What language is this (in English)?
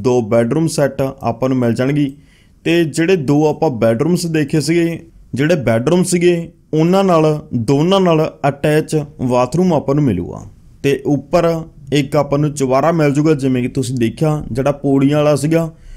Punjabi